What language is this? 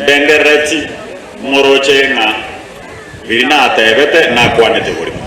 Gusii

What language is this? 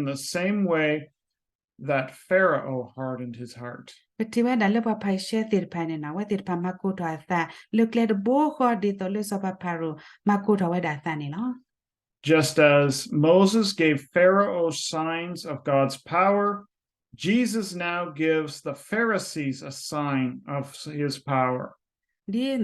S'gaw Karen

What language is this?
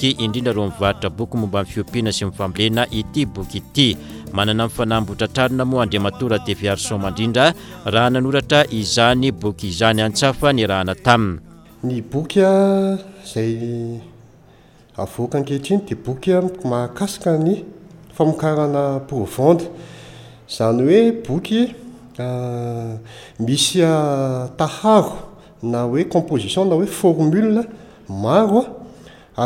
Malagasy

